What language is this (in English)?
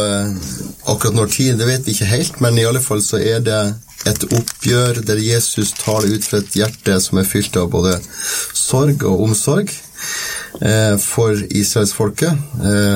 Norwegian